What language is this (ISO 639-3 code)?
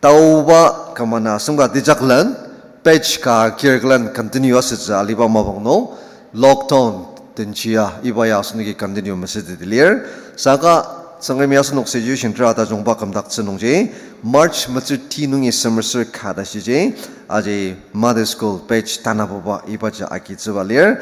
njo